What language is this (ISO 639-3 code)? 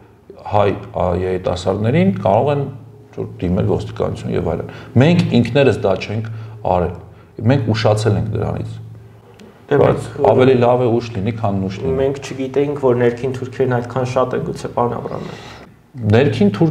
hye